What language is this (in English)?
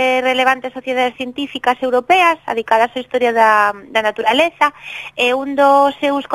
Galician